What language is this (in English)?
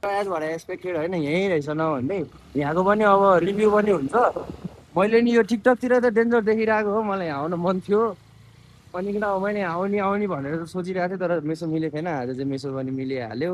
Nepali